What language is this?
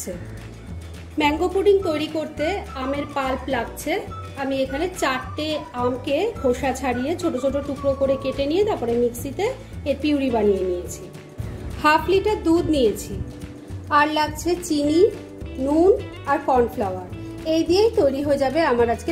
Bangla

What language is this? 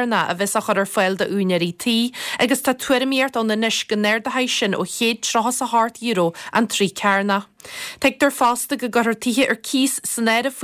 Irish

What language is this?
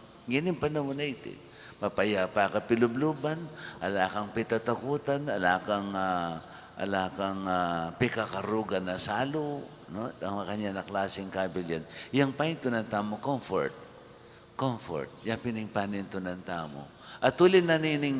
Pampanga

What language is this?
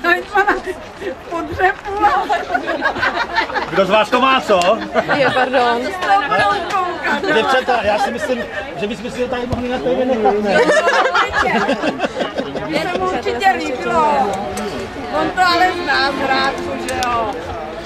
Czech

